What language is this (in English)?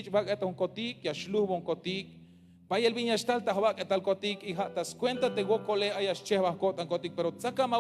Tzeltal